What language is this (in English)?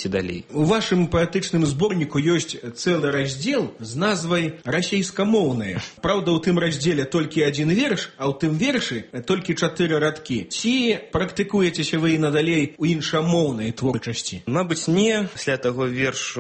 Belarusian